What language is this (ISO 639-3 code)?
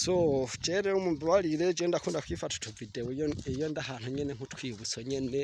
run